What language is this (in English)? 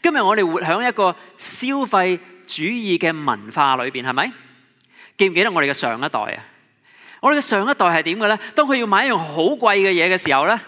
Cantonese